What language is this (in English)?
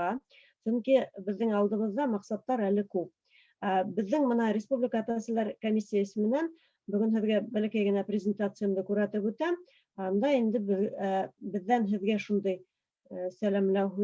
Bashkir